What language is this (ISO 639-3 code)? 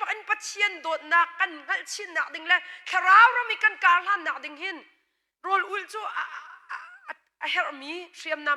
cnh